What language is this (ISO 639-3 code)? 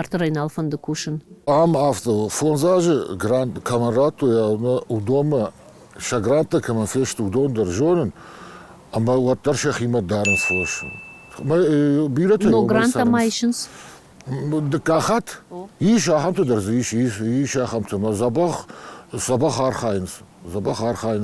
oss